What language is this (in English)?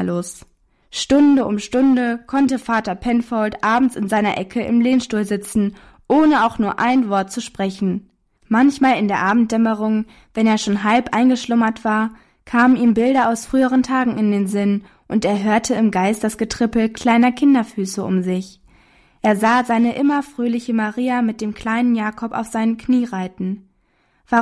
German